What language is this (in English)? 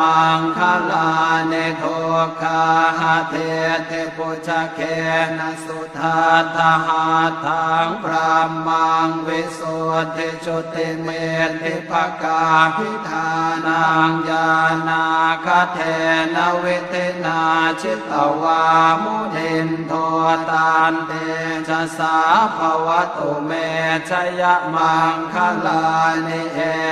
Pali